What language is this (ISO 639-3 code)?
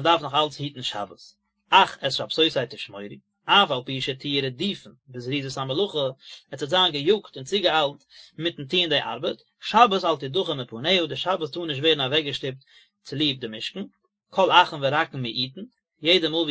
yid